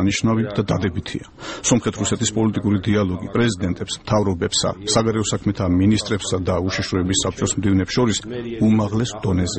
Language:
Georgian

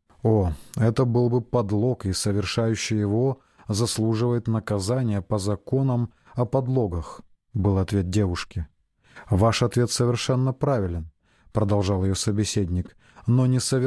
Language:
Russian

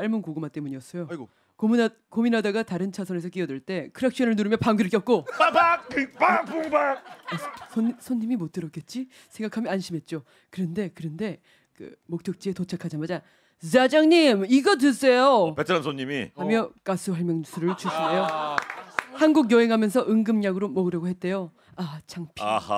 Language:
Korean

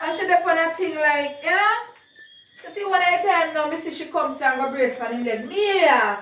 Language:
Jamaican Creole English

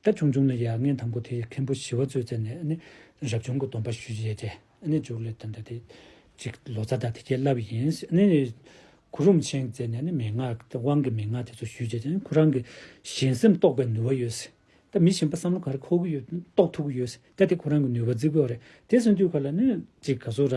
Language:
Tibetan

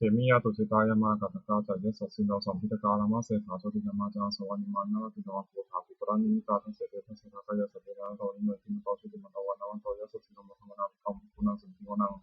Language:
Pali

